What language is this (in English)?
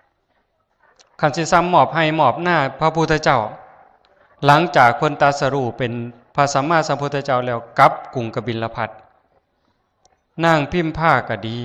Lao